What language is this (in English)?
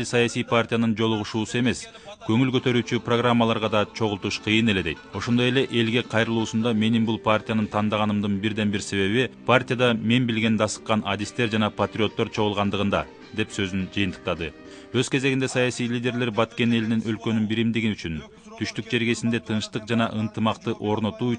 Kyrgyz